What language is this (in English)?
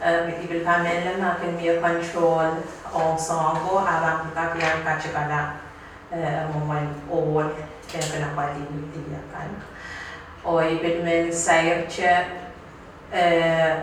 Pohnpeian